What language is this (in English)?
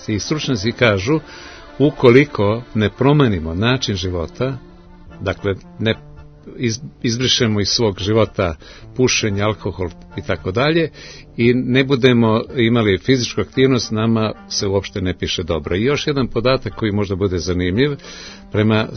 Serbian